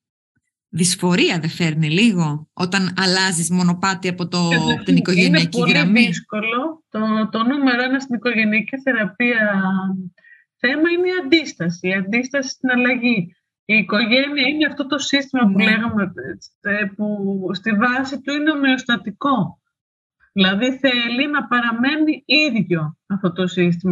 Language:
Greek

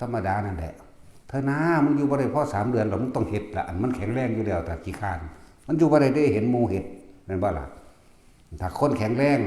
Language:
Northeastern Thai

